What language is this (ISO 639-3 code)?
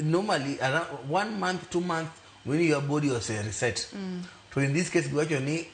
luo